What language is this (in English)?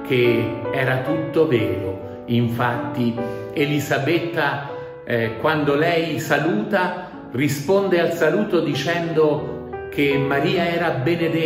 Italian